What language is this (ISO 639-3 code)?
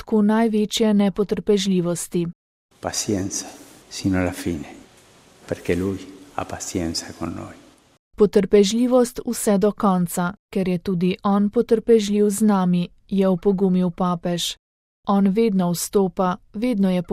slv